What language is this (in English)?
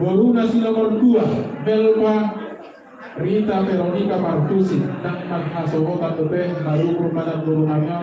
Batak Toba